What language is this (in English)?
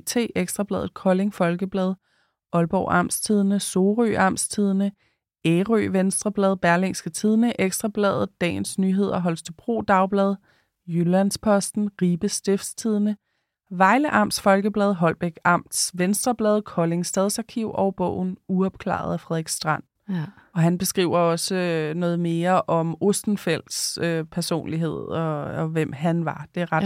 Danish